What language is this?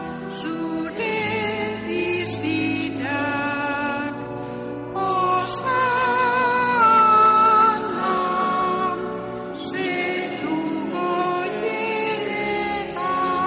Basque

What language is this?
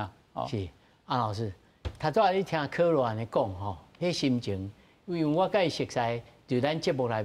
Min Nan Chinese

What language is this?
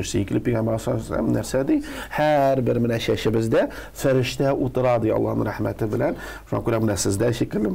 Tatar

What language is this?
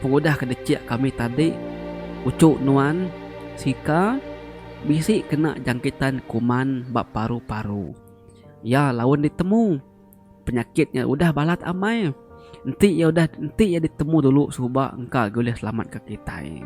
Iban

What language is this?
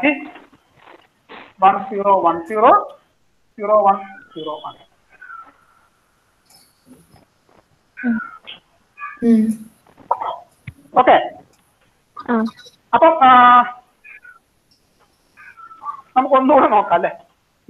Malayalam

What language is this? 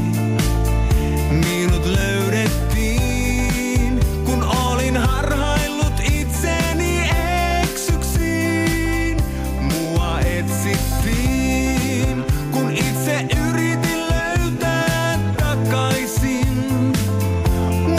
Finnish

